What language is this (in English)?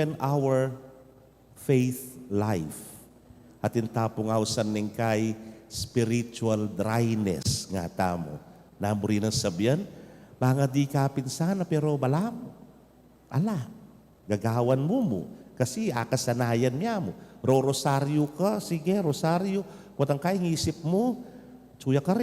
Pampanga